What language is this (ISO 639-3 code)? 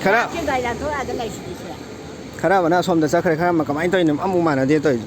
mni